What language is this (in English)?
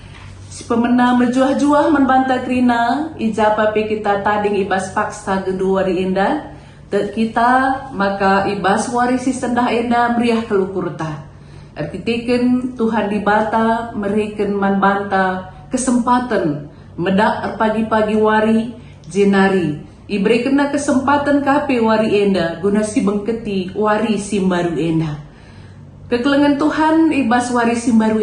Batak Karo